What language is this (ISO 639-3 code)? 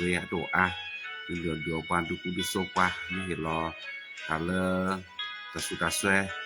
ksw